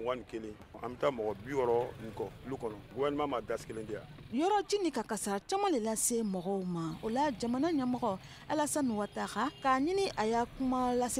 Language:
Bambara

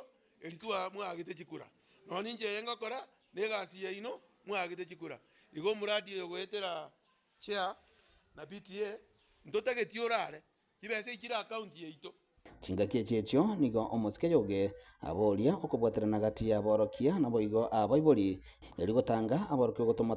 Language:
Gusii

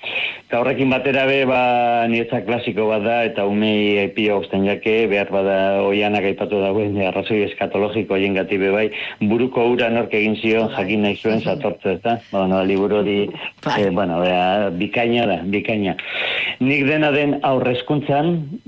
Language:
Basque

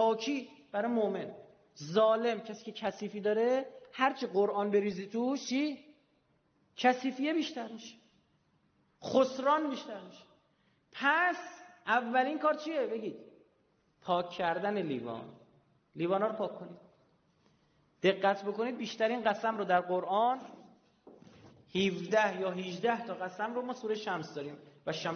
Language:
Persian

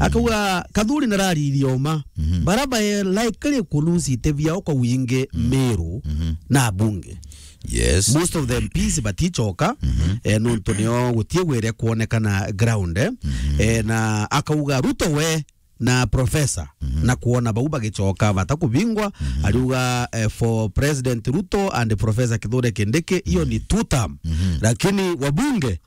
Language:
Meru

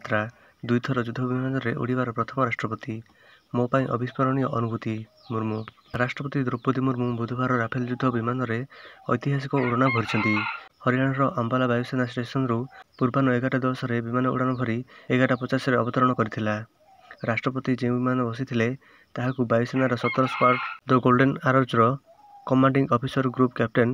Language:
Odia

